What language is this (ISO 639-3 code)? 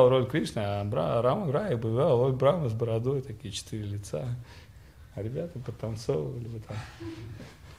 rus